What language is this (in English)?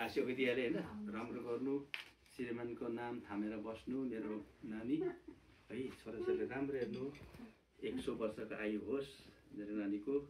Nepali